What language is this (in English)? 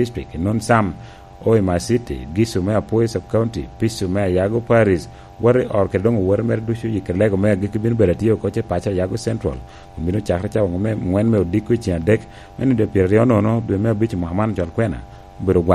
Lango (Uganda)